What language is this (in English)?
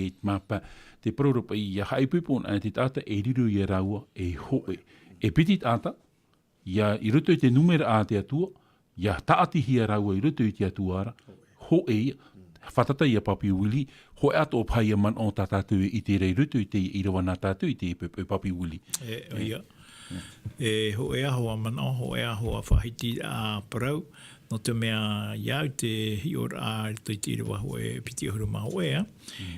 Tahitian